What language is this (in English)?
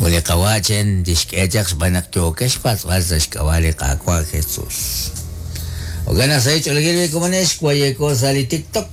Kekchí